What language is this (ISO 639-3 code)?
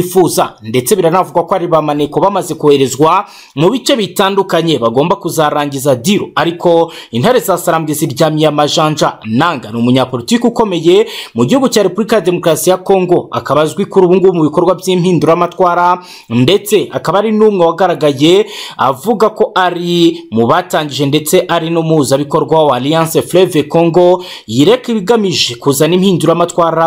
kin